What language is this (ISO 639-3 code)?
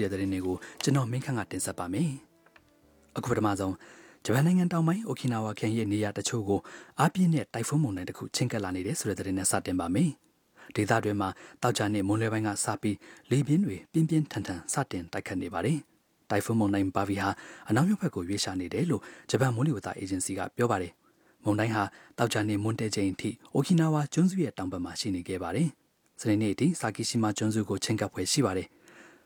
mya